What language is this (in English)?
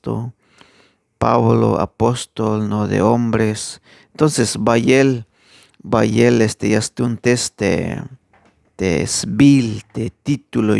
Tzeltal